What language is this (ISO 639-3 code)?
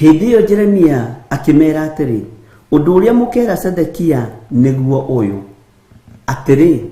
kik